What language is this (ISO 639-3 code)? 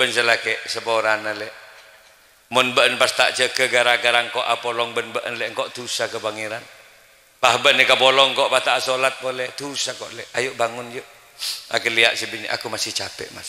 mad